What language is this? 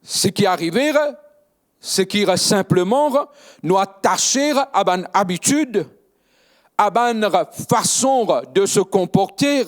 Morisyen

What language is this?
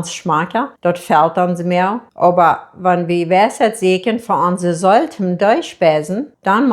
Plautdietsch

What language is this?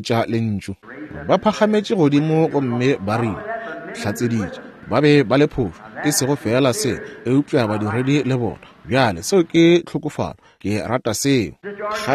Northern Sotho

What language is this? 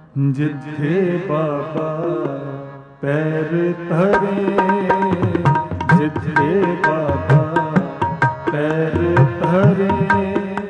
Punjabi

